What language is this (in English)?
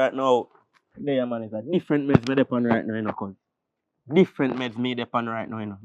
Jamaican Creole English